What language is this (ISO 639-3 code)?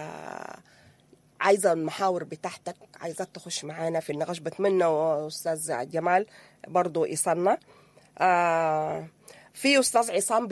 apd